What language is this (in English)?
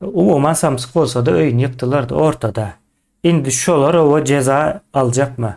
Turkmen